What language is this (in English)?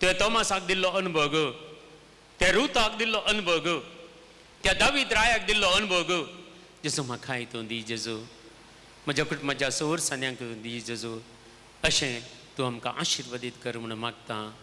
Konkani